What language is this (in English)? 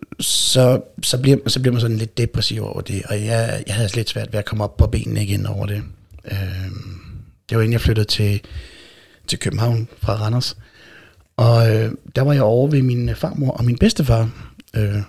Danish